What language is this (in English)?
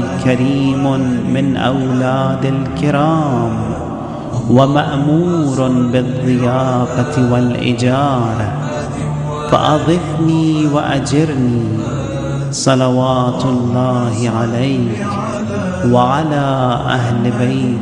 Arabic